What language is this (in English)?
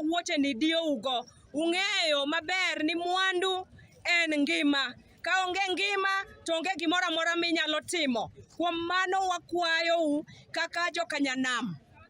Luo (Kenya and Tanzania)